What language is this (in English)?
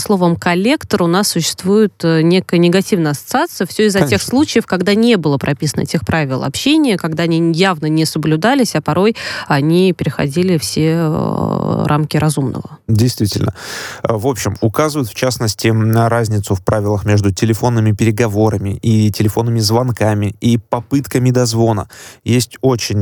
Russian